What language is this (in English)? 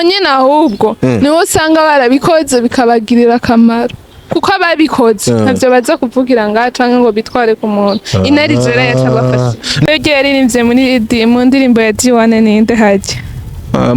Rundi